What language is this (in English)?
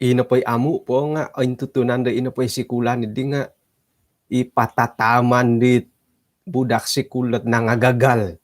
Central Dusun